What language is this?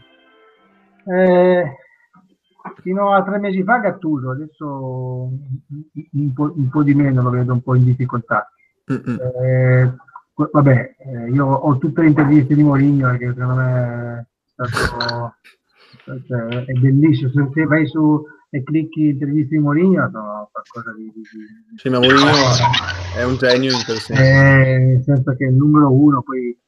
Italian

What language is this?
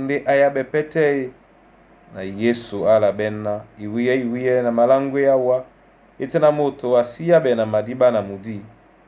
Duala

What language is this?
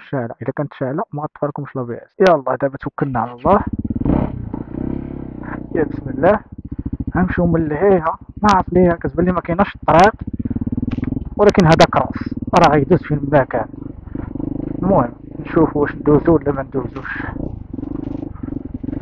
Moroccan Arabic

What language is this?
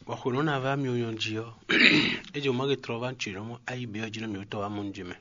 Fon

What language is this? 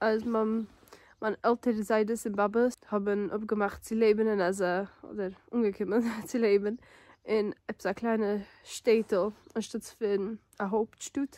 Yiddish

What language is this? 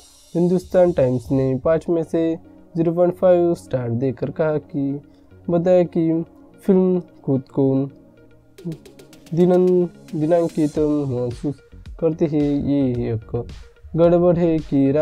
Hindi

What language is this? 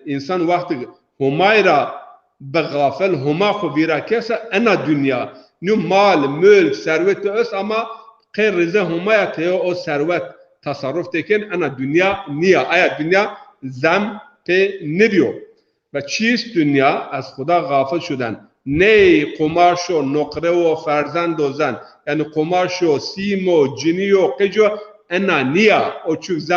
Zaza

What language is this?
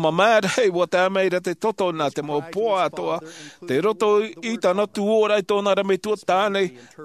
Tahitian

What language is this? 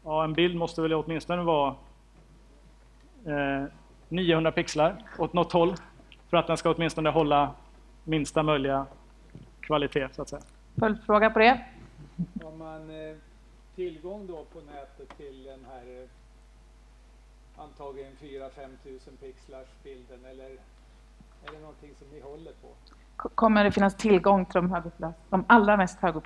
Swedish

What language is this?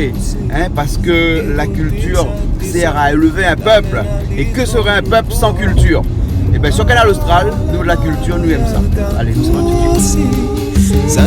Réunion Creole French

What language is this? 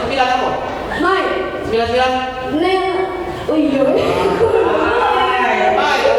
Musi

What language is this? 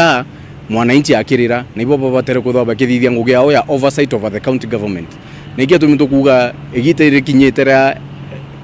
Meru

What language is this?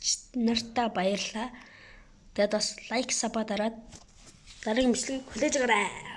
Mongolian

